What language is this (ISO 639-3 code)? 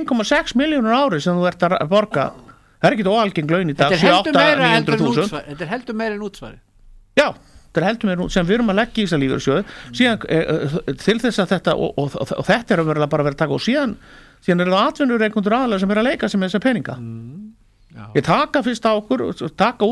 isl